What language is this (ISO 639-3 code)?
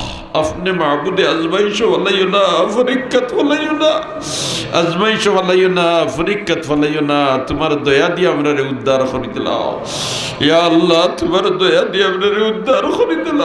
syl